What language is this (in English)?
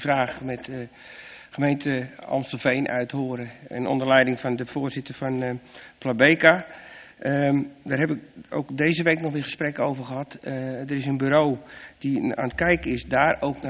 Dutch